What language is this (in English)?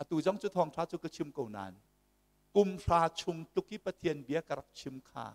Hakha Chin